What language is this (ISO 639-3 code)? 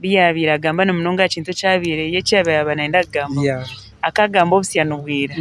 nyn